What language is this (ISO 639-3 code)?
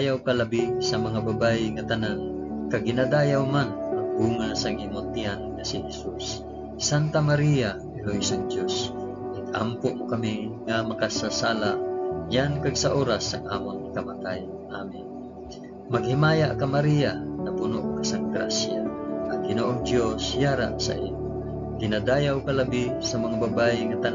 hil